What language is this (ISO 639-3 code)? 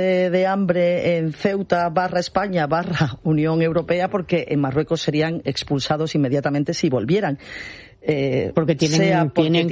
spa